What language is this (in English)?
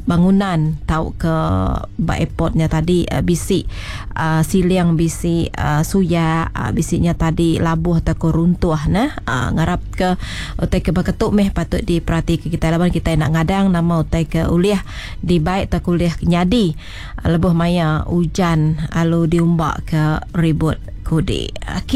Iban